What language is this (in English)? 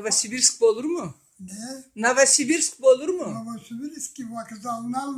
Karachay-Balkar